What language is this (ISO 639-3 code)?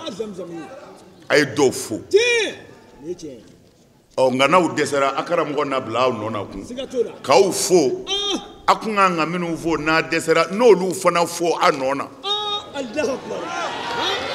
bam